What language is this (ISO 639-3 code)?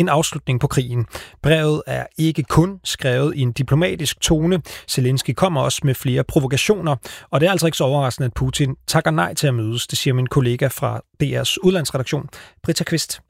dan